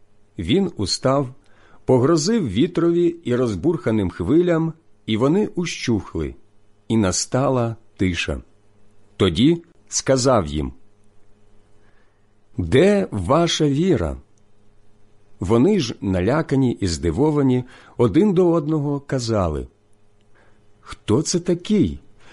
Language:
Ukrainian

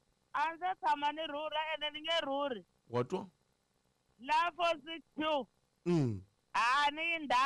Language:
Tsonga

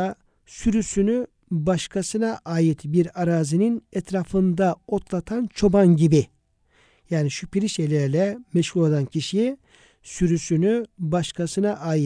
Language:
Turkish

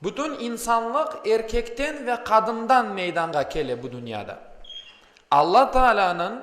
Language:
Crimean Tatar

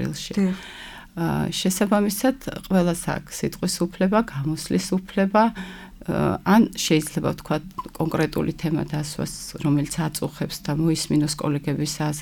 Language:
Georgian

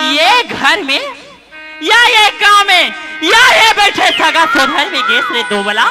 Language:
Chhattisgarhi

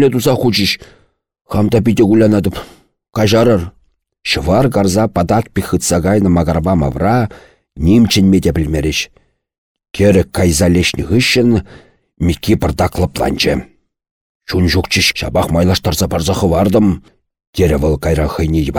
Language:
Chuvash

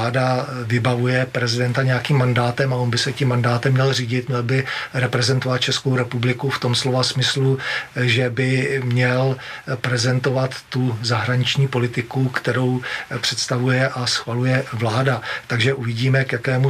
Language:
Czech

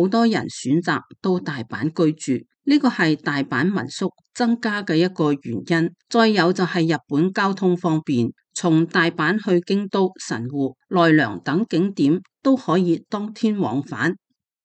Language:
Cantonese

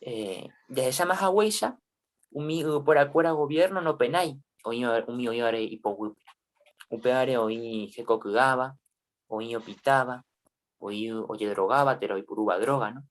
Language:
Guarani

